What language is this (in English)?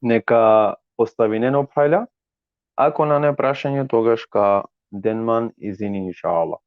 Balkan Romani